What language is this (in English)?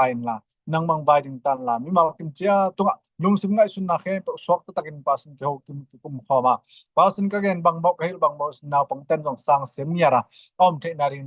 Tedim Chin